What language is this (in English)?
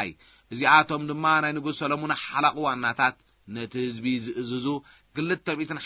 Tigrinya